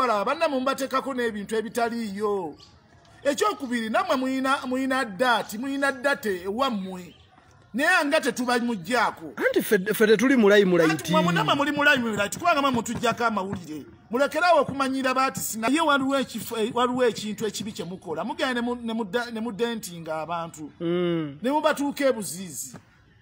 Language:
Ganda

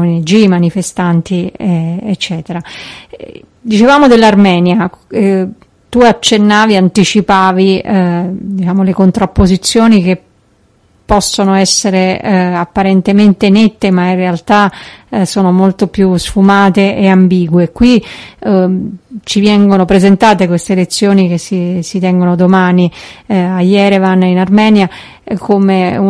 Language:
Italian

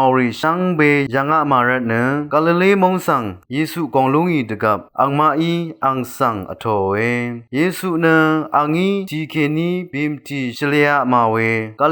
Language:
Rawang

